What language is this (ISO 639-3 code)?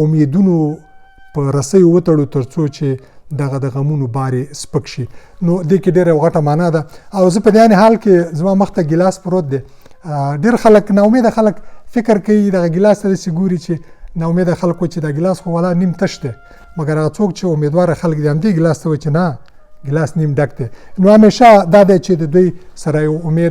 pus